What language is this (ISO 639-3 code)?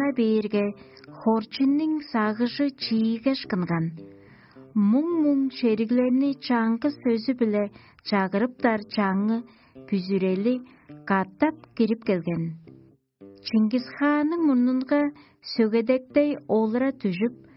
tyv